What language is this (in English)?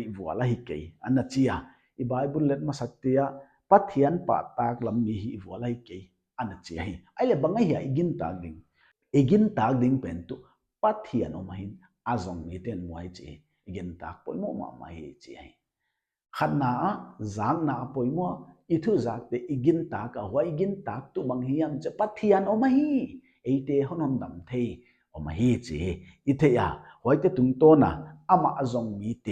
Paite Chin